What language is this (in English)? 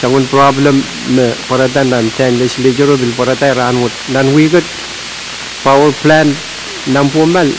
Pohnpeian